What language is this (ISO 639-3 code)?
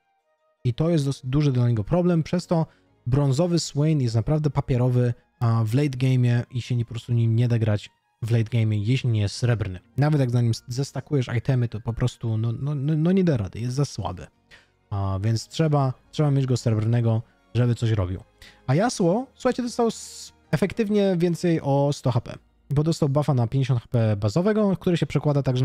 pol